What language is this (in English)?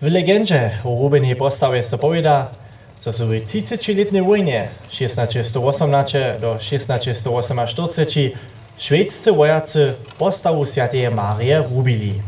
Upper Sorbian